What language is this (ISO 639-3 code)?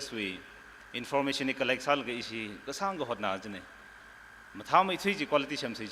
nmf